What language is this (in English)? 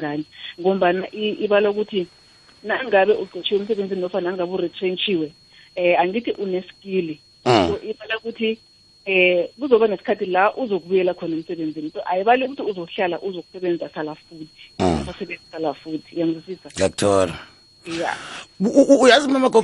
South Ndebele